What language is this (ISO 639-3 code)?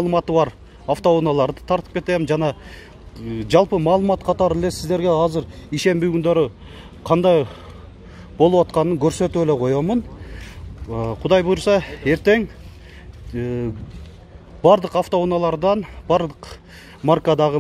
kir